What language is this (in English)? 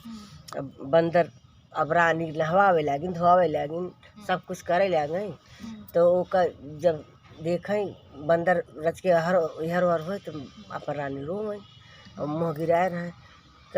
Awadhi